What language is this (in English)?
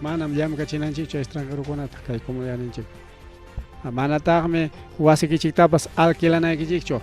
Ayacucho Quechua